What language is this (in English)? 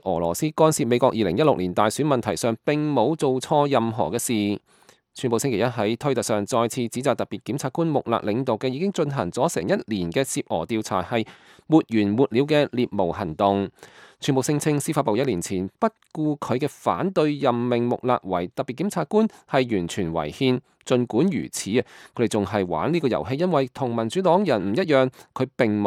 Cantonese